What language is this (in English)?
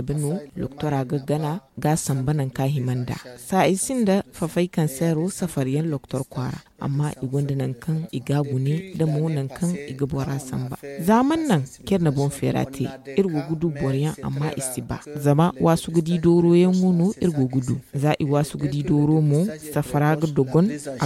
Zarma